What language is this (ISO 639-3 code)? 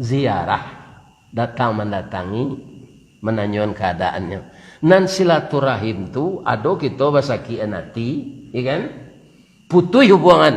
min